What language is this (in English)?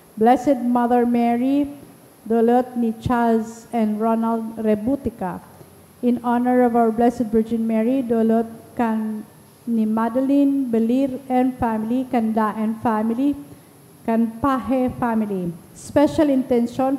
Bikol